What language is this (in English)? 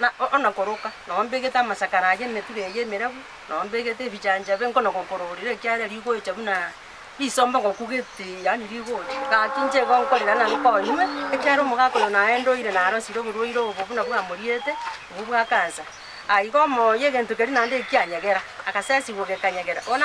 Gusii